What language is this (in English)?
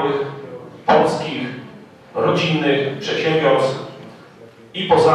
Polish